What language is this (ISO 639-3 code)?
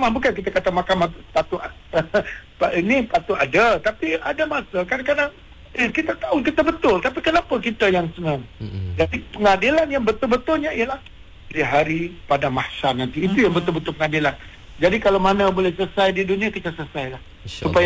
msa